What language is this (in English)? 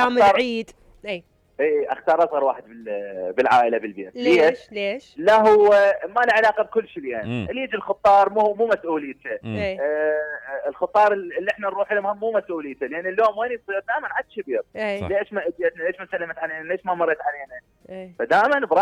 Mesopotamian Arabic